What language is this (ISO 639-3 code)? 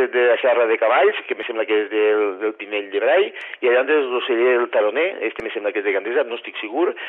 cat